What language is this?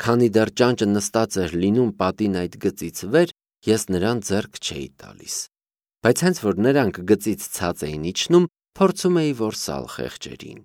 Armenian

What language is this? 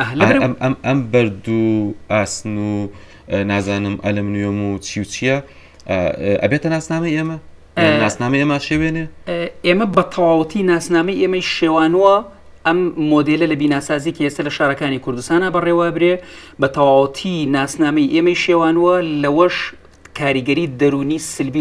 Central Kurdish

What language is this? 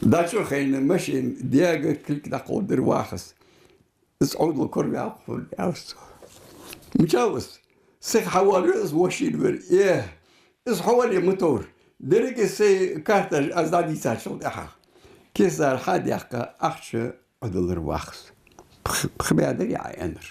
Ingush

